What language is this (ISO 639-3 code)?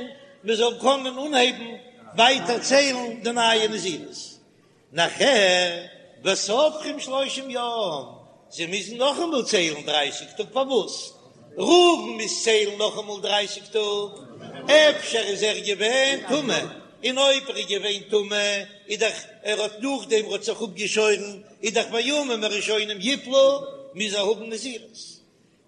yid